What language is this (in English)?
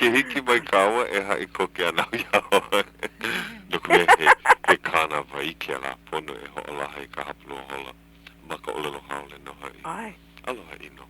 Hawaiian